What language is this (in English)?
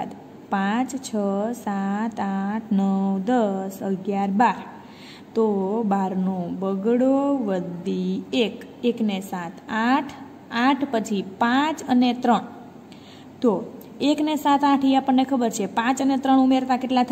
Gujarati